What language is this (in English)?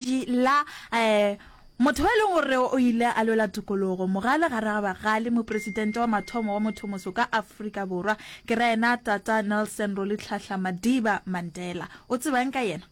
Northern Sotho